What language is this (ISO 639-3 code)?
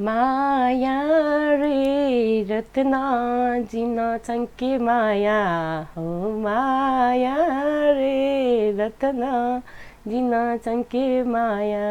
new